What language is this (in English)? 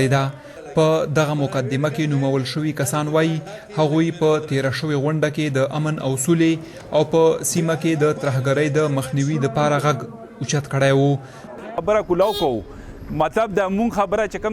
Pashto